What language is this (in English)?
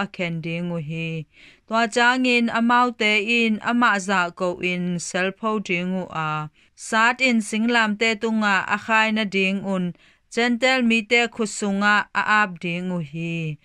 Tedim Chin